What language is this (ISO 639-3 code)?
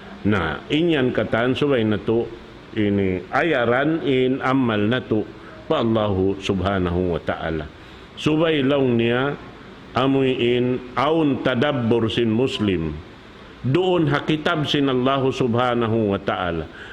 tsg